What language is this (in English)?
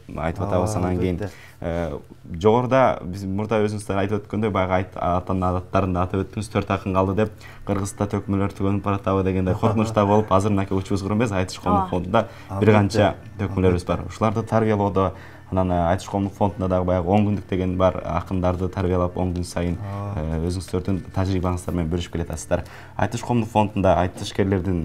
Kyrgyz